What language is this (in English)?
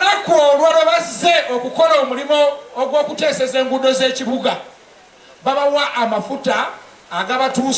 Ganda